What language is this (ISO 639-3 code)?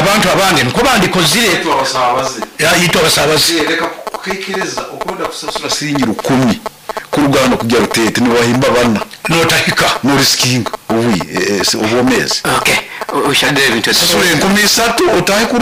nyn